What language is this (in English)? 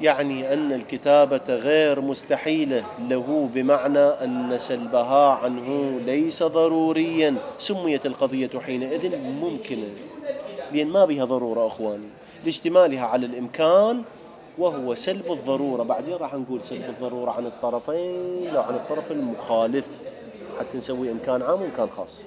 Mesopotamian Arabic